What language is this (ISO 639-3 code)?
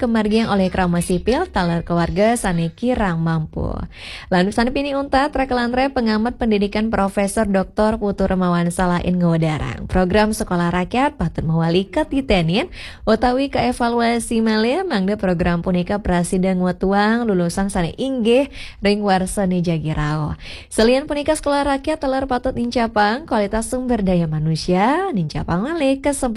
ban